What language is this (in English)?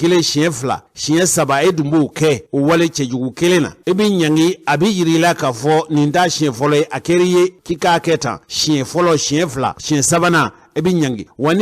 Bambara